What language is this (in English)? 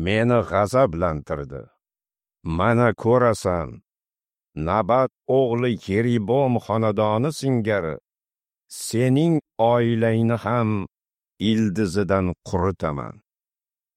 Uzbek